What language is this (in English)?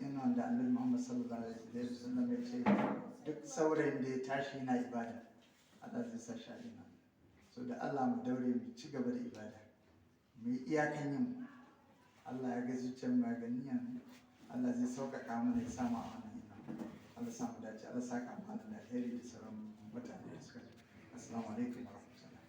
Hausa